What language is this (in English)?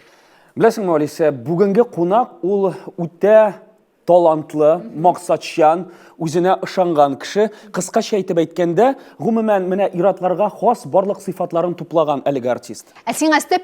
Tatar